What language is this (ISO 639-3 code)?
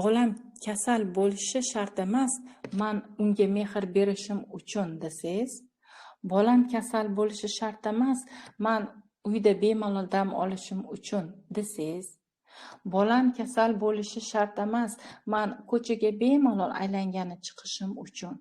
uzb